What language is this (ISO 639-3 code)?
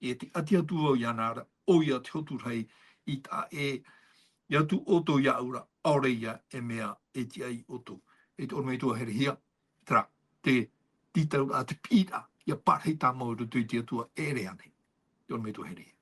tah